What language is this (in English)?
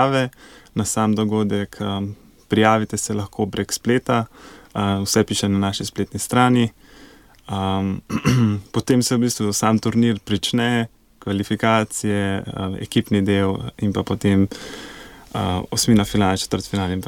Slovenian